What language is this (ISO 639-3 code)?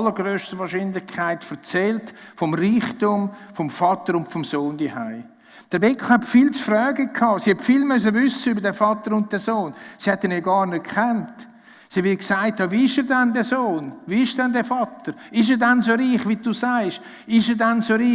gsw